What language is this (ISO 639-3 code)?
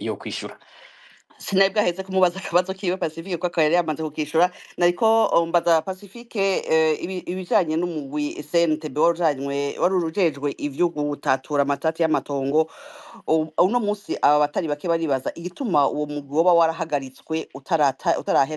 run